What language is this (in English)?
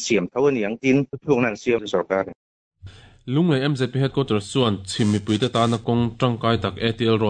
Mizo